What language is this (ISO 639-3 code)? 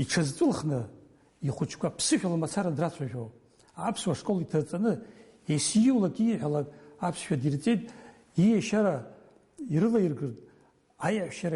abk